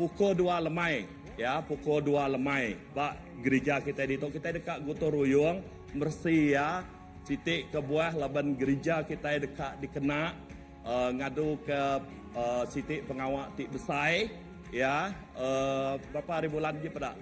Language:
Iban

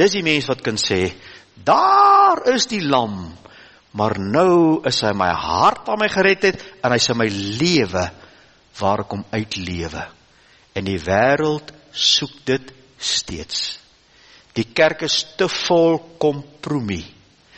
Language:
Afrikaans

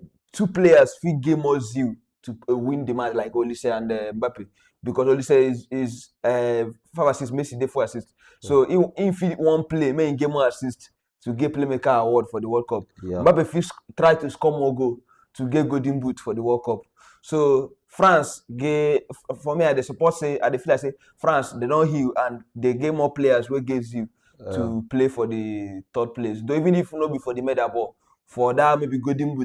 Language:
Nigerian Pidgin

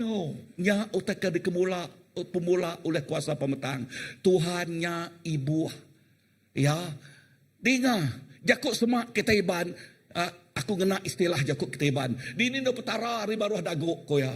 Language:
Iban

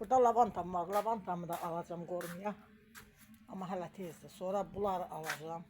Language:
Azerbaijani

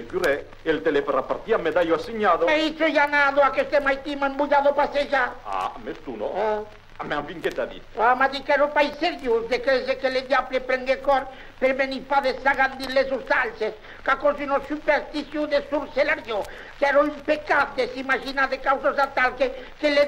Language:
Occitan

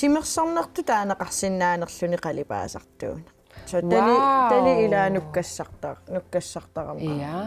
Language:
Kalaallisut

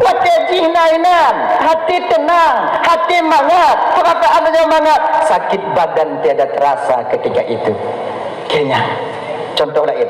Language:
Achinese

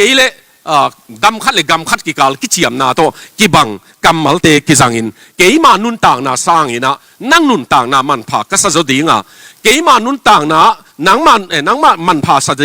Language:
Tedim Chin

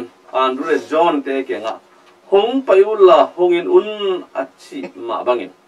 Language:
Tedim Chin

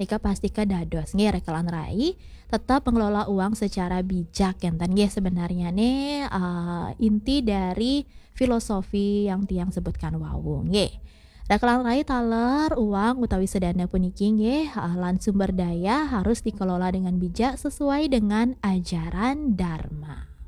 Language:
Balinese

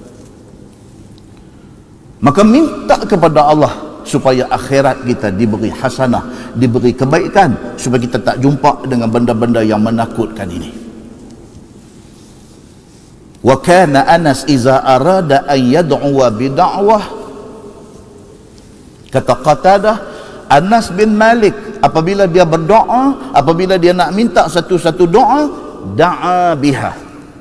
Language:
Malay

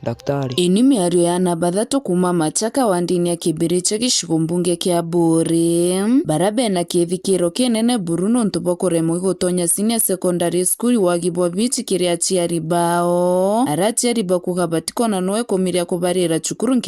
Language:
Meru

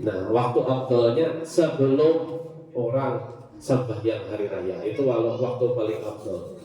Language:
Banjar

